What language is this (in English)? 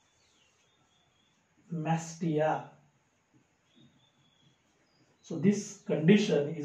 Marathi